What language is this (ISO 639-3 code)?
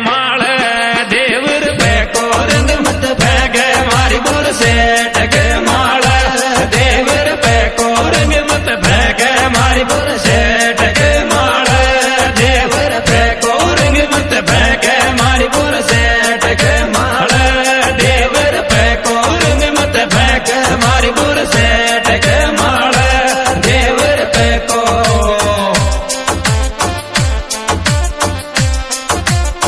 bho